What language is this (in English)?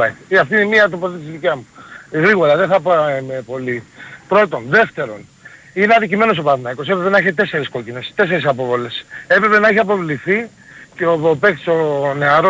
Greek